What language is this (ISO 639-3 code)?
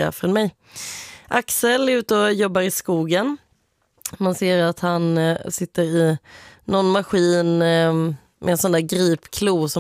swe